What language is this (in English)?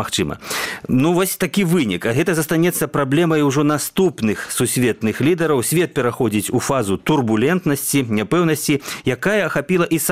Belarusian